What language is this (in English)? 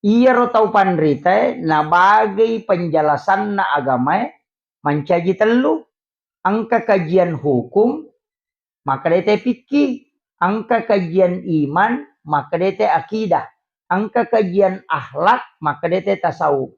Buginese